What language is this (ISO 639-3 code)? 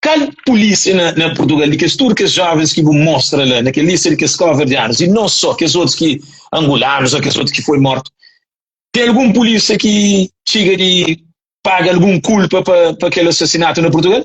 kea